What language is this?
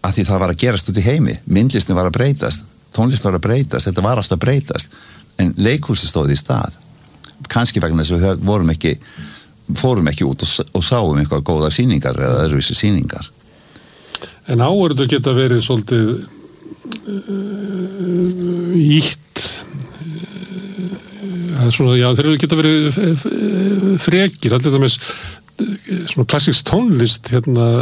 Icelandic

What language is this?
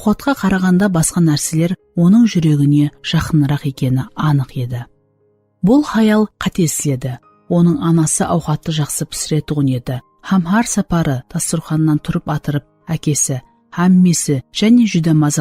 Kara-Kalpak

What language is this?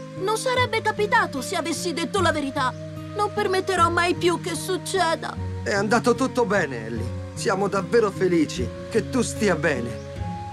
Italian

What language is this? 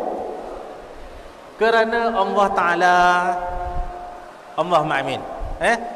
Malay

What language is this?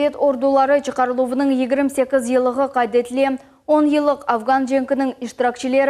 Crimean Tatar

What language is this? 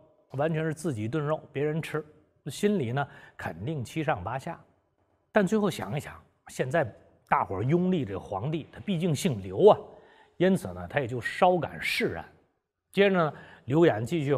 Chinese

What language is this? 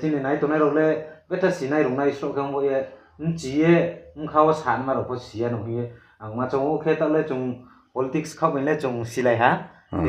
Riang (India)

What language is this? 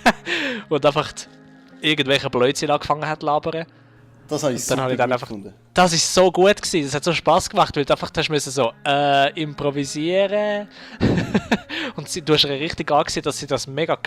Swiss German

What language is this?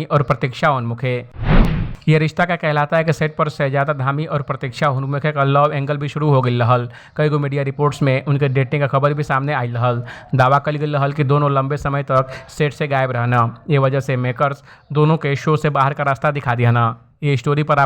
Bhojpuri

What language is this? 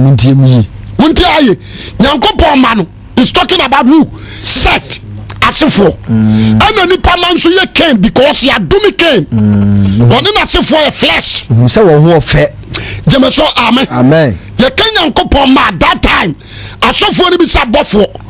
Akan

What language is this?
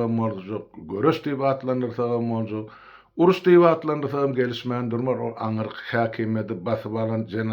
Turkmen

